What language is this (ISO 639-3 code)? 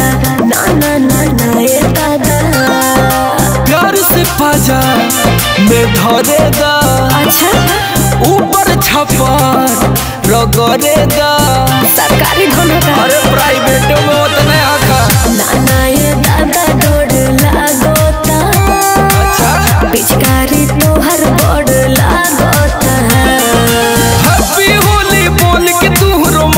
bho